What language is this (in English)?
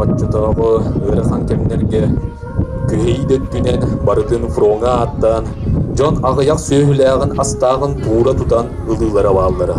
Yakut